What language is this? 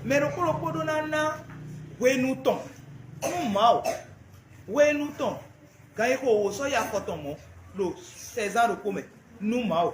Fon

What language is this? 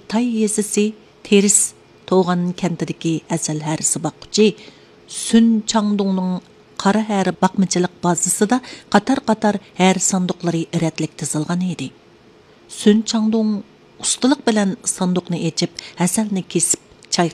Uyghur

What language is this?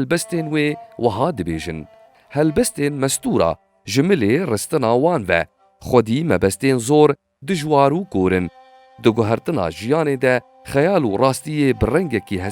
Kurdish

